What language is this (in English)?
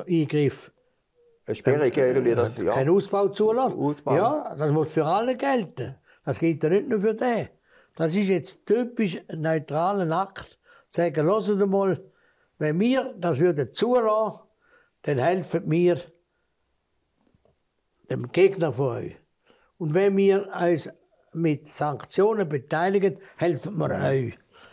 German